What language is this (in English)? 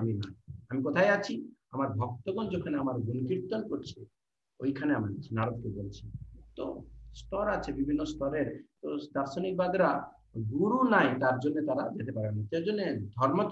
Bangla